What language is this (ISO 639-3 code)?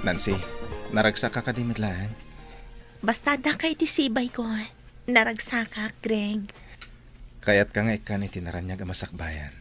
ilo